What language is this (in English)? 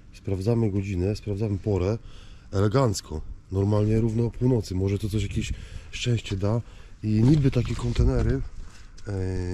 Polish